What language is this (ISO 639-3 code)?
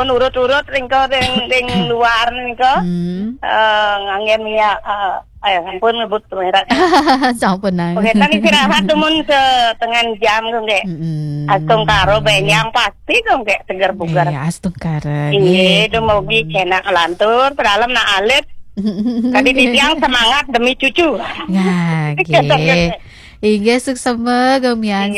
ban